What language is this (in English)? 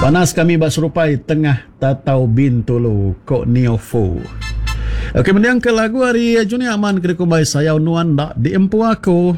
Iban